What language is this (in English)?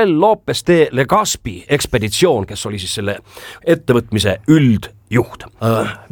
Estonian